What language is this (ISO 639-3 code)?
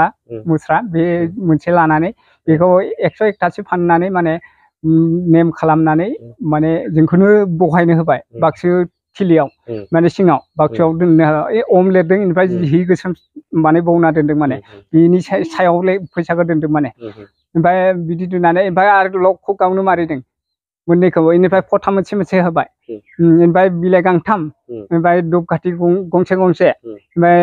brx